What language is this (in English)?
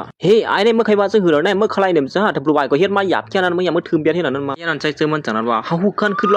Shan